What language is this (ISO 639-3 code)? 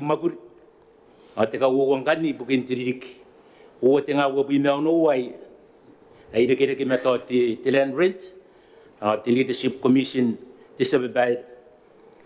gil